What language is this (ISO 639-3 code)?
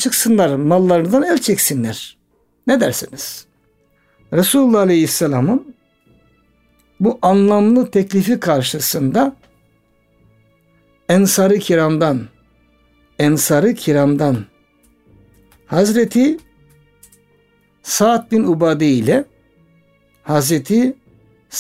tur